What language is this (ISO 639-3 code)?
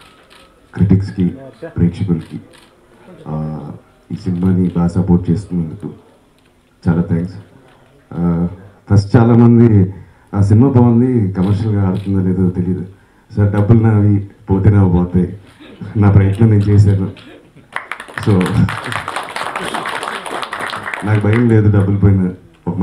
tel